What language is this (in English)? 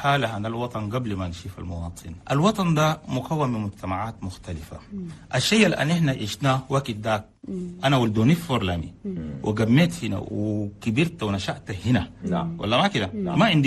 Chadian Arabic